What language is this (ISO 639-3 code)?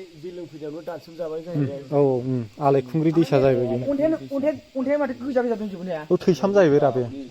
brx